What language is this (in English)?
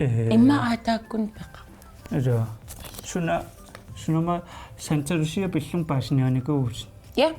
Kalaallisut